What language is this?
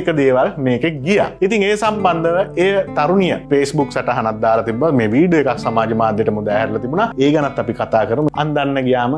Sinhala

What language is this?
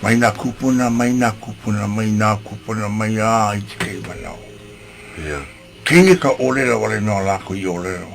Hawaiian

